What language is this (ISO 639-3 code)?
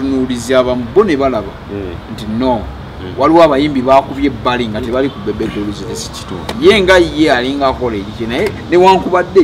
lug